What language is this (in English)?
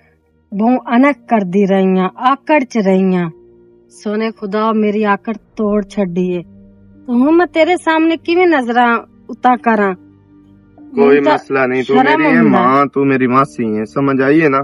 Western Panjabi